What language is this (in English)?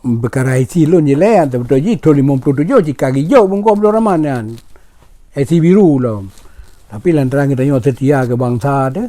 Achinese